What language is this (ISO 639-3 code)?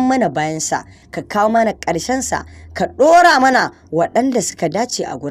hau